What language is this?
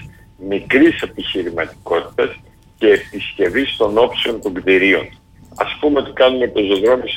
Greek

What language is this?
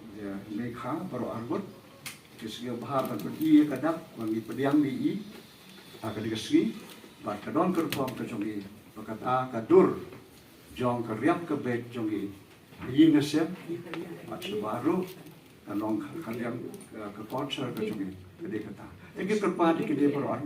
Khasi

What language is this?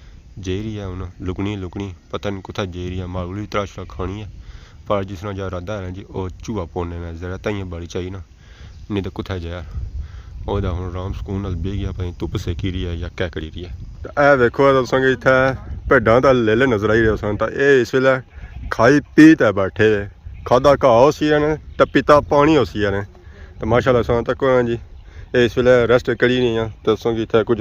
Pahari-Potwari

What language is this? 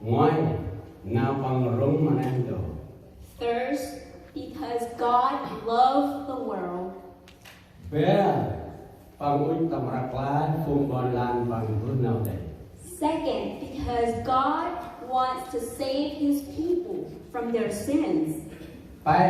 Central Mnong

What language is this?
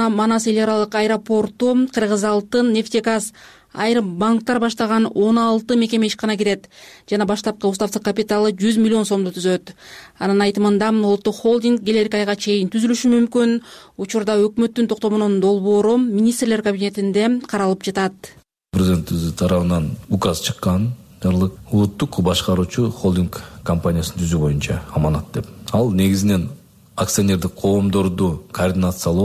Kyrgyz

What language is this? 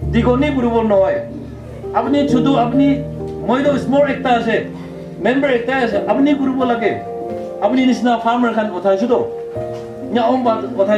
Naga Pidgin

